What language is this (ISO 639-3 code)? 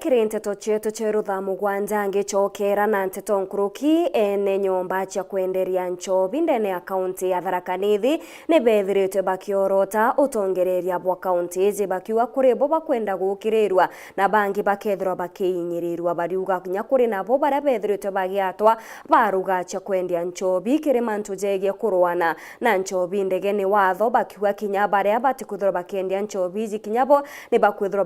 mer